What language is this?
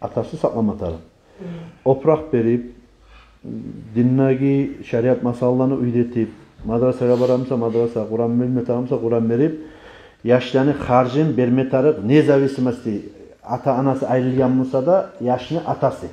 Kumyk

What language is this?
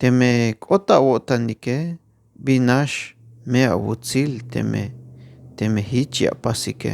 Tzeltal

